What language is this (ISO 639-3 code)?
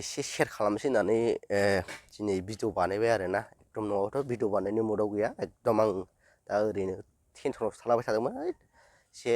brx